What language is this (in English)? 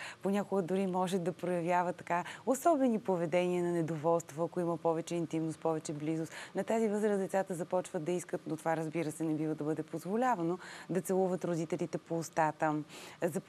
Bulgarian